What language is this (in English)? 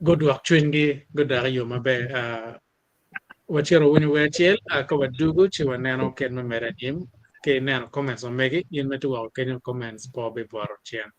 Acoli